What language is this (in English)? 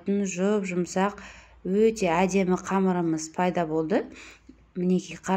Kazakh